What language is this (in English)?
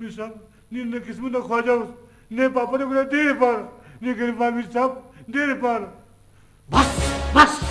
Brahui